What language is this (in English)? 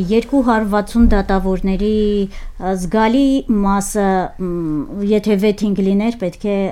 Armenian